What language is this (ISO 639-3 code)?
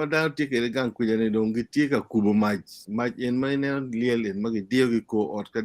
ach